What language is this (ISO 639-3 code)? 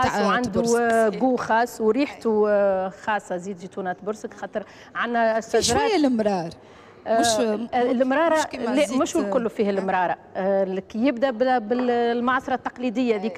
aeb